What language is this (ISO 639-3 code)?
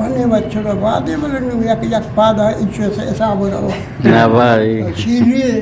bgp